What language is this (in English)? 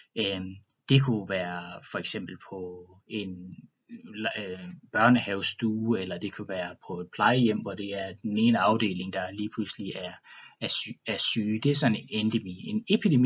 Danish